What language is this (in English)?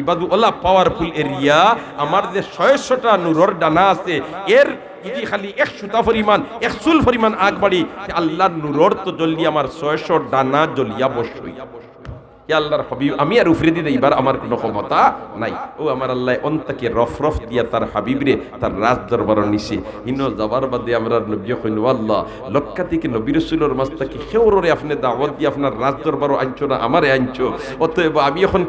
Sylheti